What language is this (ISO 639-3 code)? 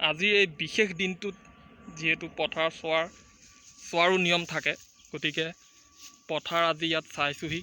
asm